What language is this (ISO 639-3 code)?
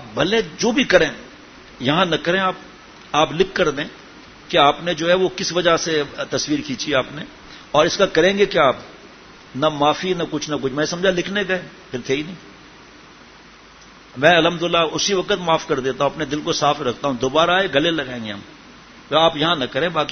urd